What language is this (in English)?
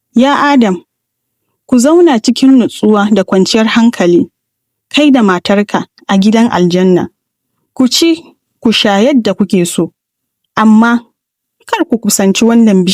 Hausa